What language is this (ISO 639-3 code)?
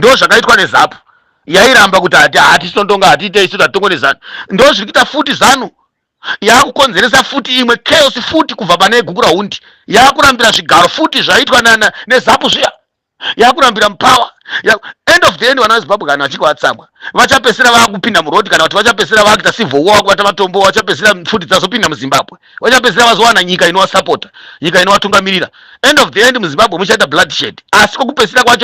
sna